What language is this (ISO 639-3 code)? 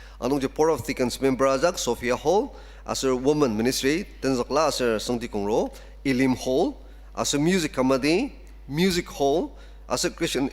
njo